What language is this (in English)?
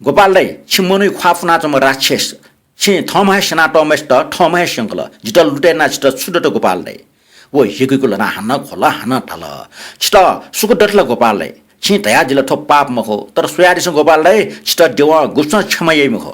Newari